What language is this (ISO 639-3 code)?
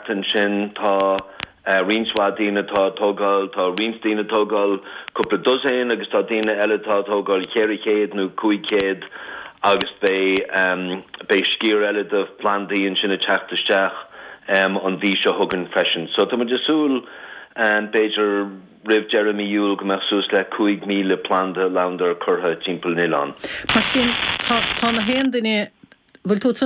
gle